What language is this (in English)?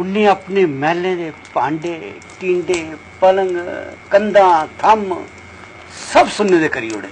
Dogri